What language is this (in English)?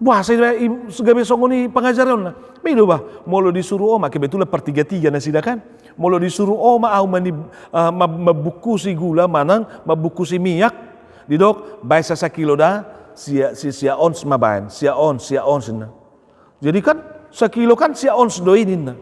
Batak Toba